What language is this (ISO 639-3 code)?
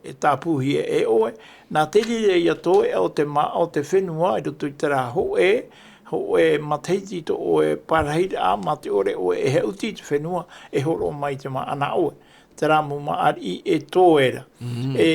tah